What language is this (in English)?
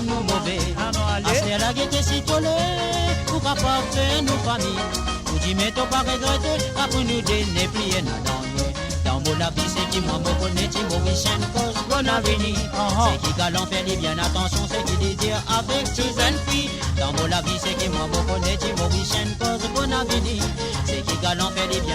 Morisyen